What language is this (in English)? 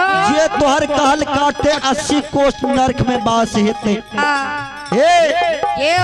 Maithili